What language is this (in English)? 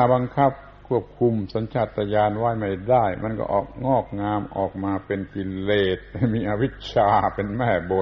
Thai